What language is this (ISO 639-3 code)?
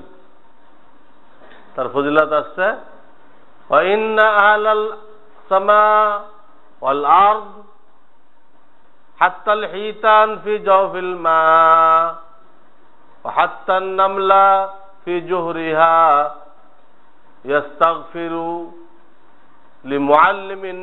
ben